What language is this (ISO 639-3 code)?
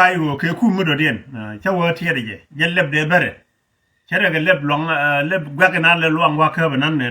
nus